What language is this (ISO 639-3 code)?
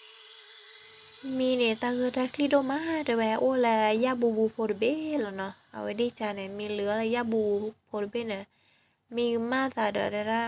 ksw